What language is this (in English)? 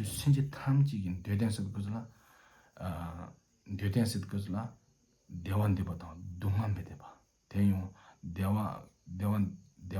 Tibetan